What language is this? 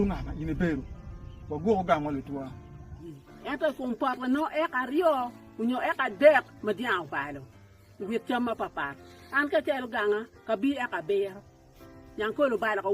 Acoli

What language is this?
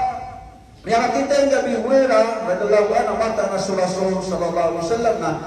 Maranao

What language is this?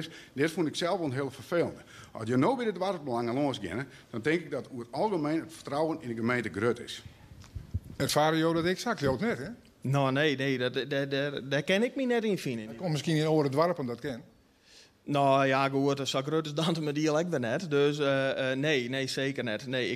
Western Frisian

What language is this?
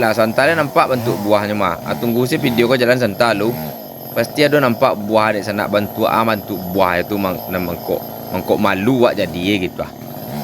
Minangkabau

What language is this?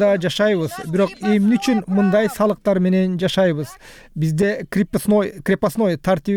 Kyrgyz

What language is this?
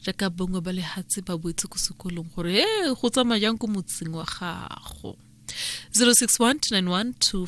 Tswana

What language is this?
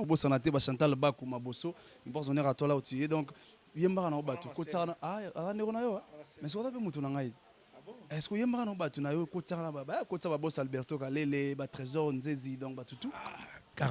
Lingala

